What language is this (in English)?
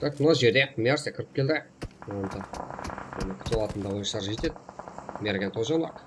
Kara-Kalpak